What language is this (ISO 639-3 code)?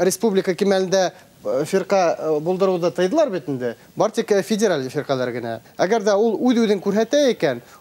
bak